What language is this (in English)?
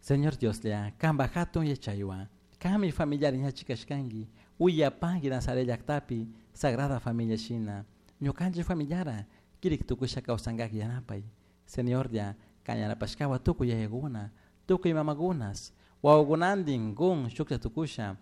Chimborazo Highland Quichua